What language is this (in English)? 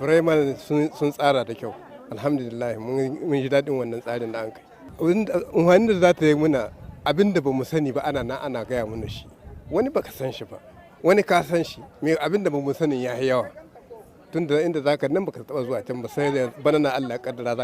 Hausa